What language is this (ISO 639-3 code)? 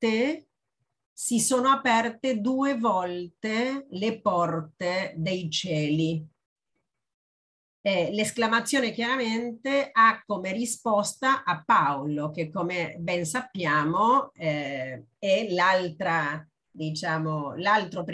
ita